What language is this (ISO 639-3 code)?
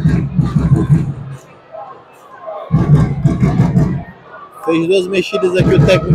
por